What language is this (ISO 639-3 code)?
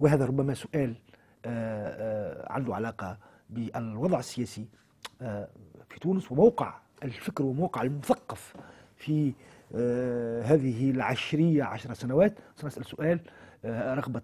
aeb